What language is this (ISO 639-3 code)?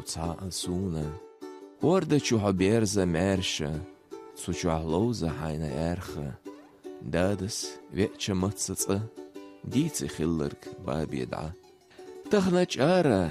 che